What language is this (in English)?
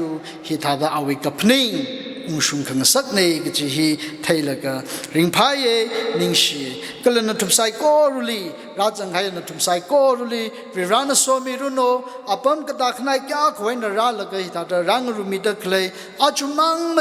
Tangkhul Naga (India)